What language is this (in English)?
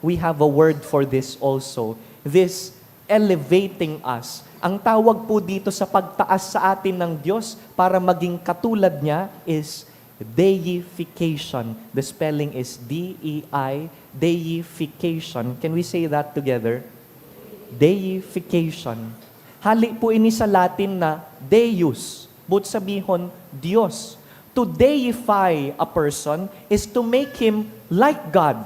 Bikol